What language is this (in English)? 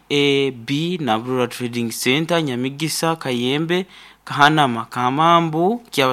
Nyankole